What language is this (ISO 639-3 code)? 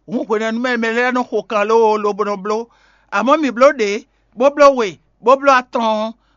fon